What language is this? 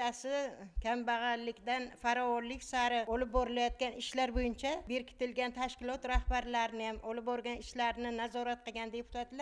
Uzbek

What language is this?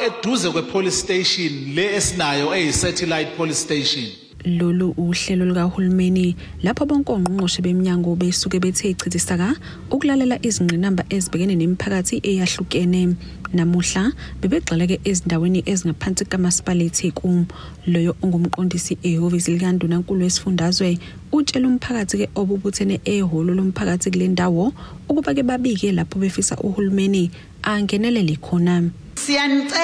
Zulu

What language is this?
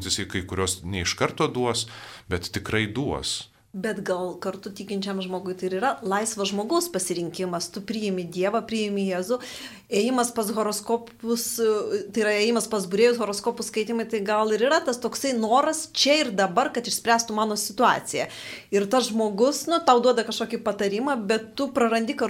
Lithuanian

